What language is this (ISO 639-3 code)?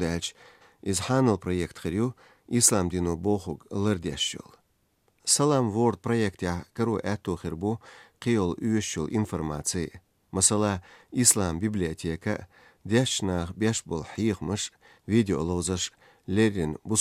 che